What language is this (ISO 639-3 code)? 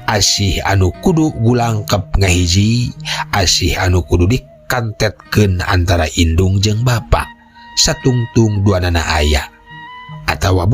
sun